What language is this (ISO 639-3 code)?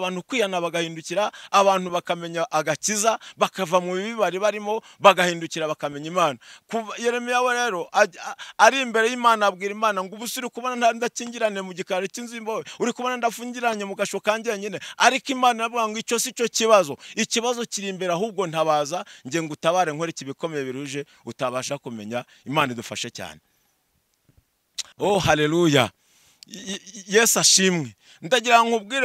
kin